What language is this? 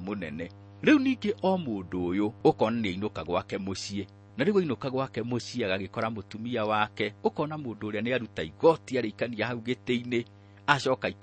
Kikuyu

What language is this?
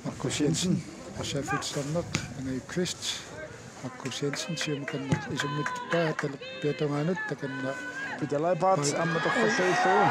Kalaallisut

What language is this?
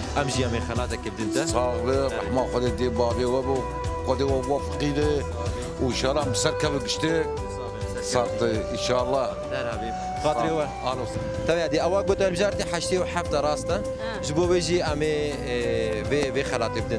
Kurdish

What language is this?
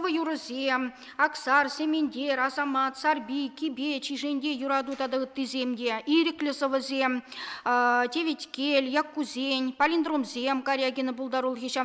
Chuvash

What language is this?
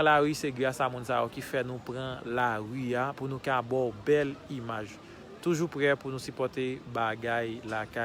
Haitian Creole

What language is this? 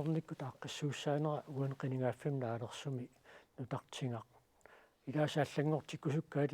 Kalaallisut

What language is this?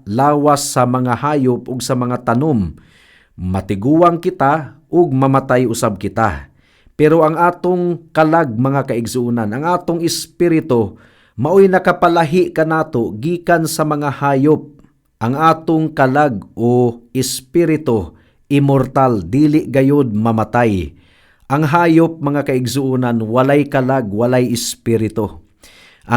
Cebuano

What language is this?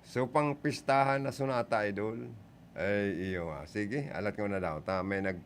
Bikol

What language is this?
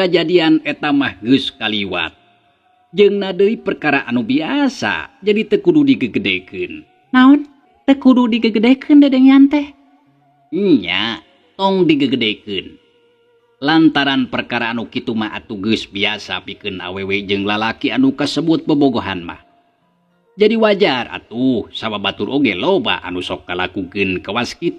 Sundanese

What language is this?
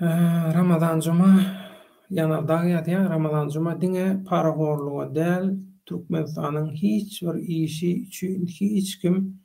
Turkmen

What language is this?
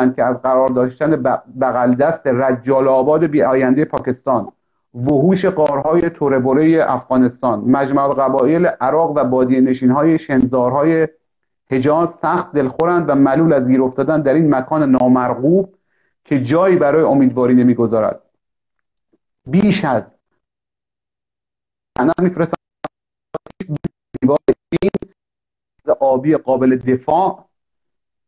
Persian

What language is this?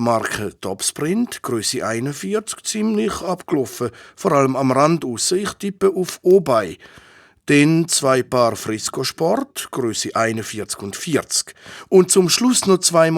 Swiss German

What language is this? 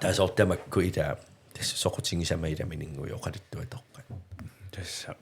Kalaallisut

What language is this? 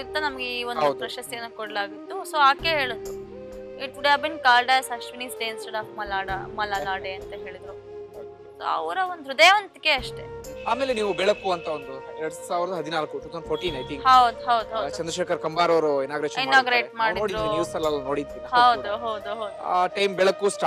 Kannada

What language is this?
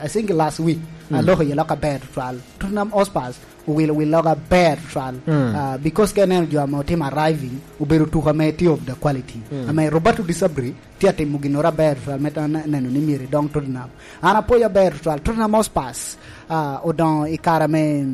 Lango (Uganda)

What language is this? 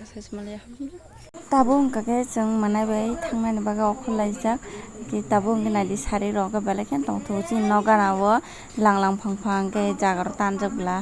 Kok Borok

